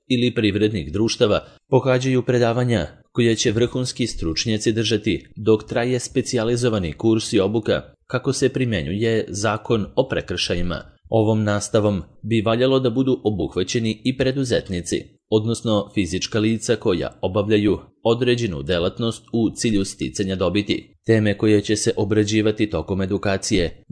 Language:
Serbian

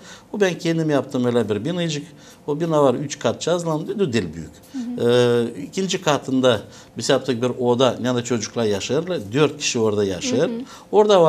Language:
Gagauz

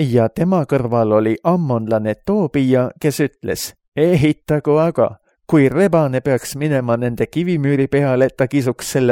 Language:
Estonian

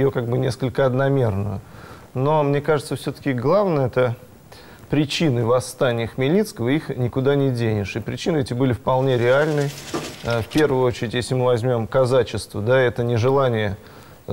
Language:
Russian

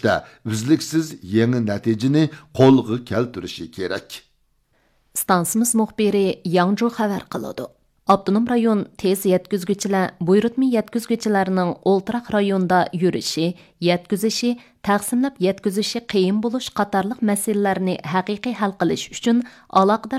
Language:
Uyghur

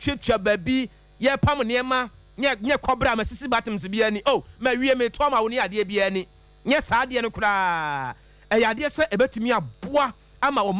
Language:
Akan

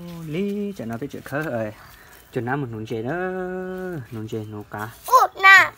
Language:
Hmong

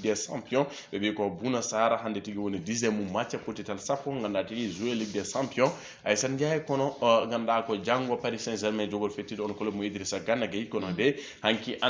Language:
Fula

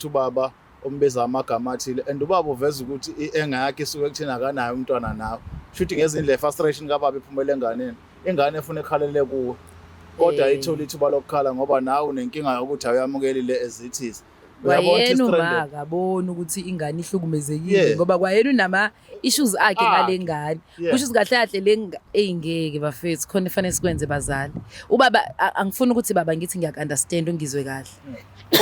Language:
Zulu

